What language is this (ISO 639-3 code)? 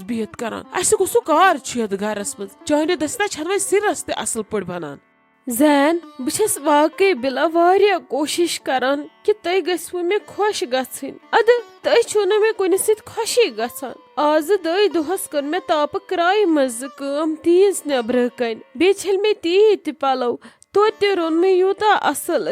kas